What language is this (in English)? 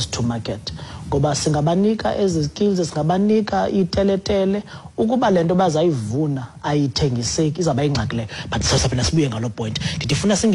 Xhosa